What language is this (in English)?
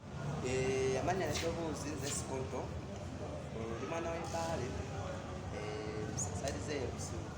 Ganda